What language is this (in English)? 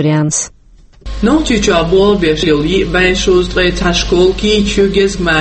Chechen